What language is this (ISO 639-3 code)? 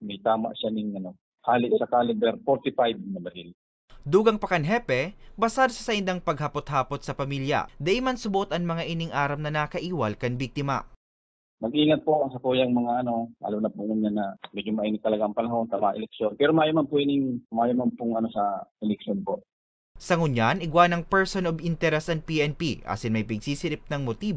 bik